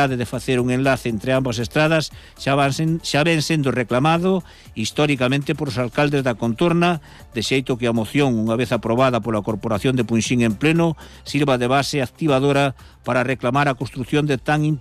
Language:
Galician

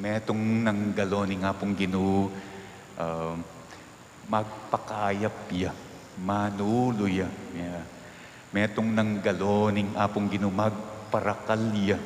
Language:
Pampanga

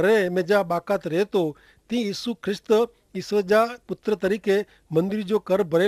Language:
Kachhi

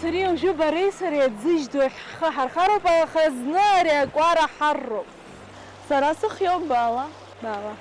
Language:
Abkhazian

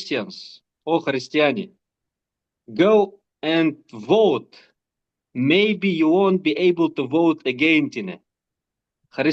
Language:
Bashkir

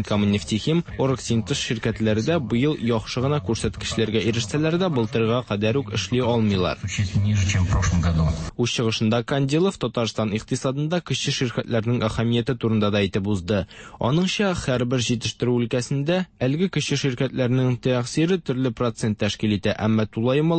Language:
Tatar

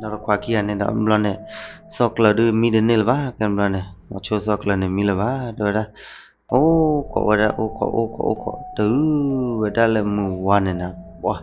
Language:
S'gaw Karen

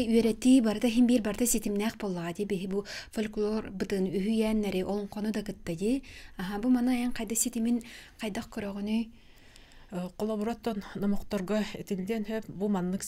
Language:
Yakut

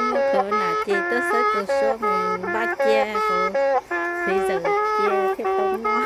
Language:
Hmong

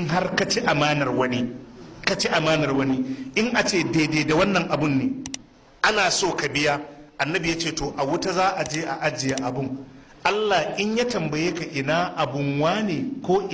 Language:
Hausa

